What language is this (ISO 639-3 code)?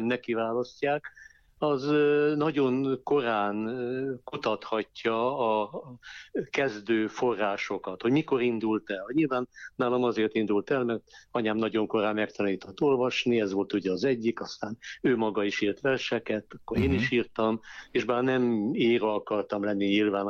hun